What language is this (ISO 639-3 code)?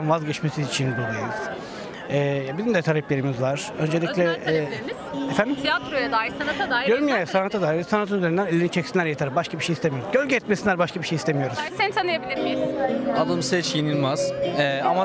tur